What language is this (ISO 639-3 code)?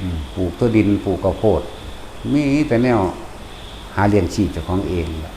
tts